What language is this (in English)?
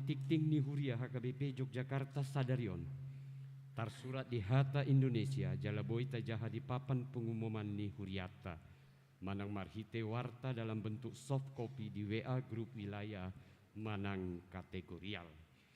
Batak Toba